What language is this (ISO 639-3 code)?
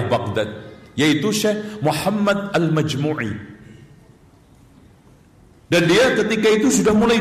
ind